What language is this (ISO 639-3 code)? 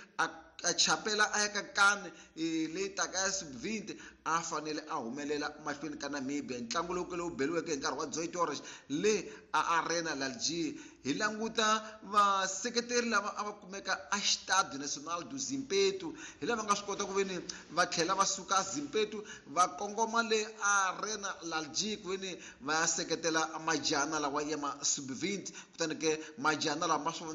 tso